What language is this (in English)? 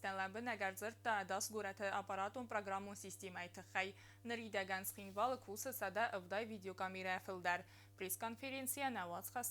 Ossetic